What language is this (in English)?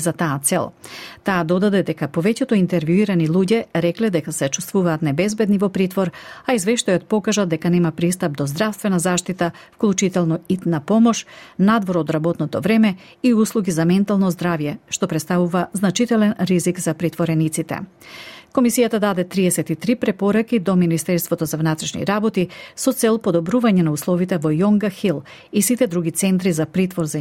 Macedonian